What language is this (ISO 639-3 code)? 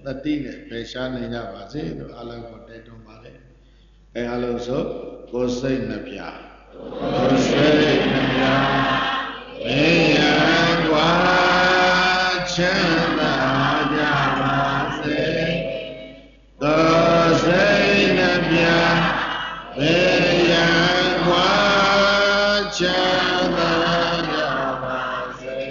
mya